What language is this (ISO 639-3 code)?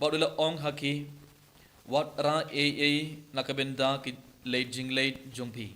kha